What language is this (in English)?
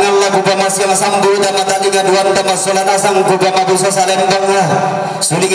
Toraja-Sa'dan